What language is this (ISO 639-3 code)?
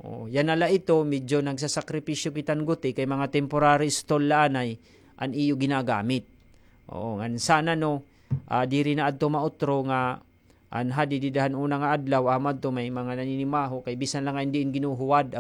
war